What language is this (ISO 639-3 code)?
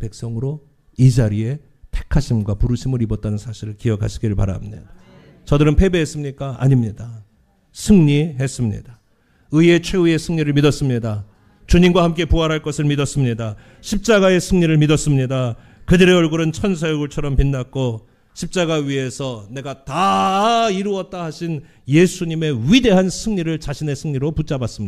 kor